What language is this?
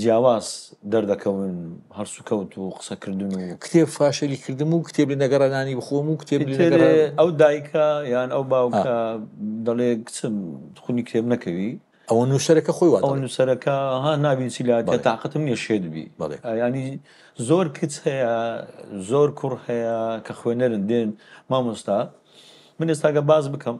Central Kurdish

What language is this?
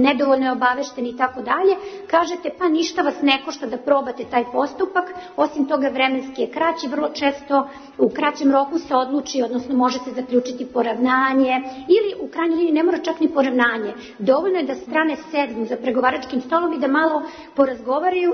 Serbian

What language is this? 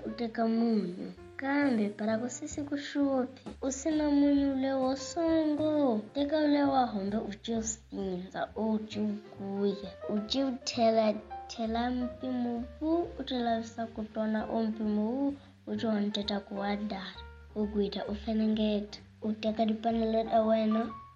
Tsonga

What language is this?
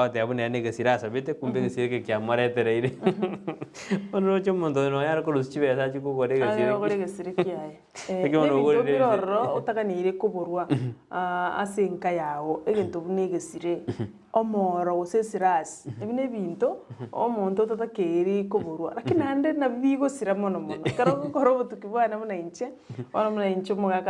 Gusii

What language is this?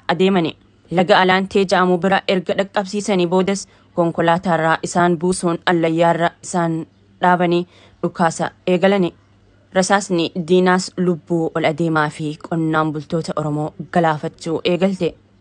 Oromo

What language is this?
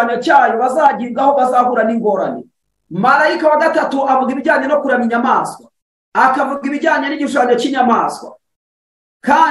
Kinyarwanda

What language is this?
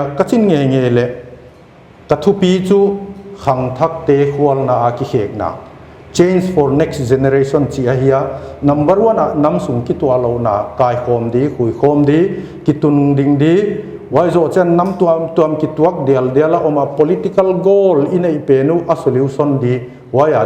Paite Chin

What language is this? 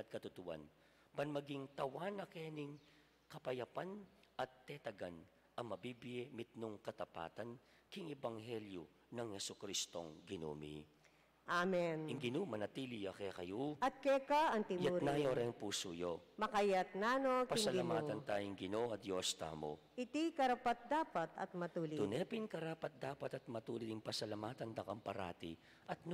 Pampanga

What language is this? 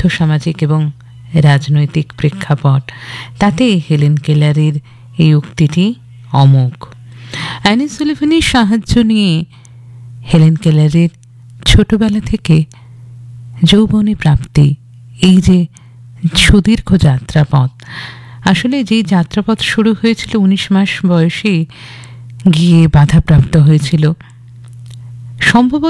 Bangla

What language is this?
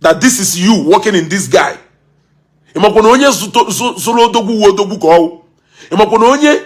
Igbo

